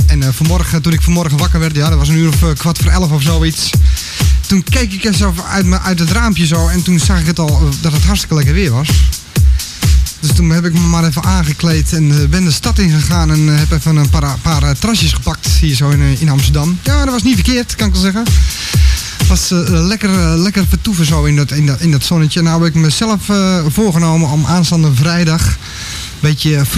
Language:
Dutch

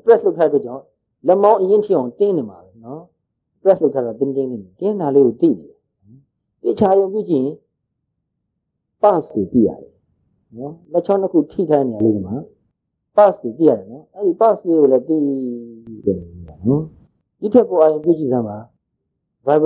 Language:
Burmese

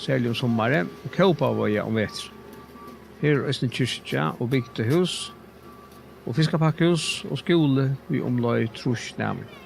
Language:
Faroese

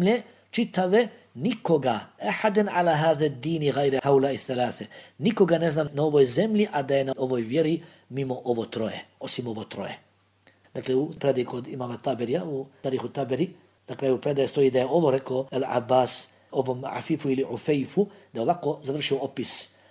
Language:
Bosnian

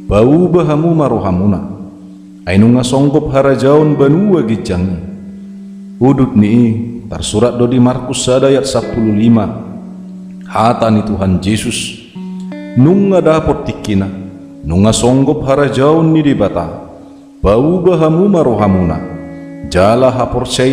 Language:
Batak Toba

